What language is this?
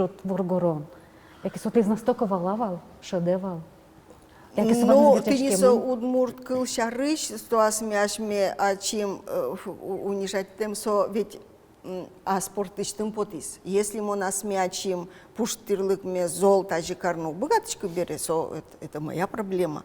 Udmurt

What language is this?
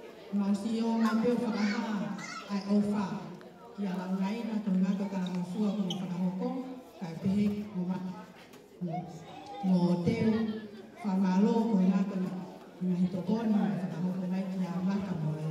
Tongan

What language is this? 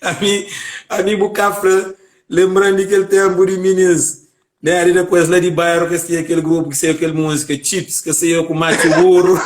Kabuverdianu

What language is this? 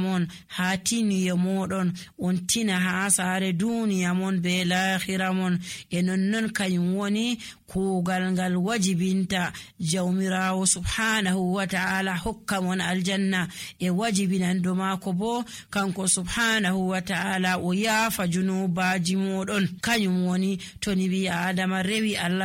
Nigerian Fulfulde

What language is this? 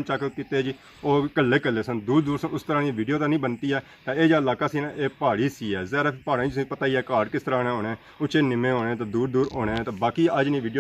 Pahari-Potwari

